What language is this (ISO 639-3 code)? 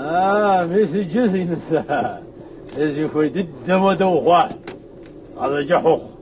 kbd